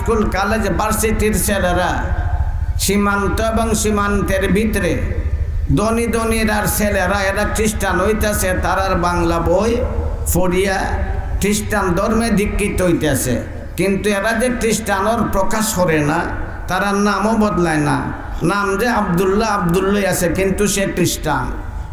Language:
Sylheti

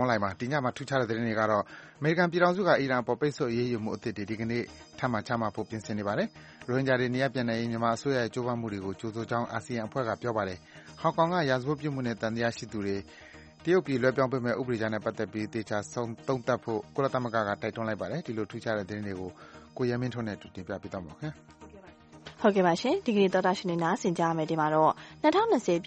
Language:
Burmese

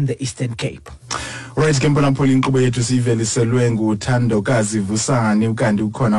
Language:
Xhosa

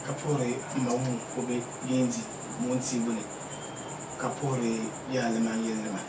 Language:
Dagbani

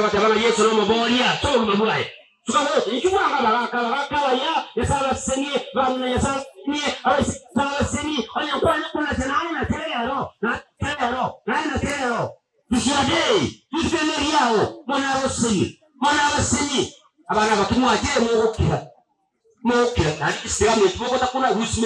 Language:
Gusii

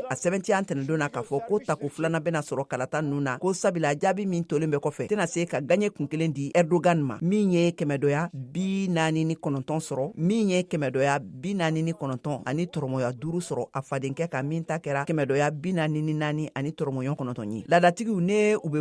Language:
Bambara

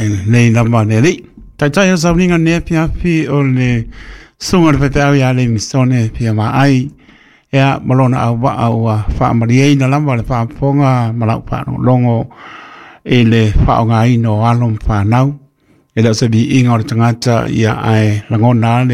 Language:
Samoan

